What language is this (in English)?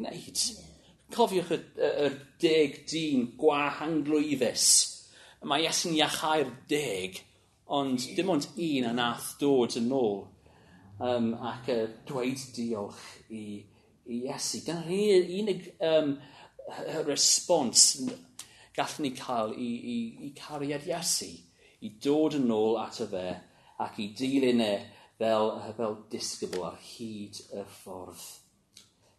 Welsh